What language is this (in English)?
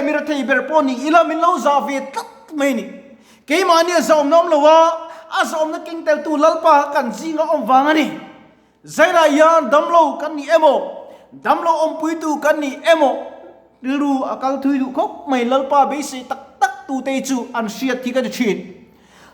Mizo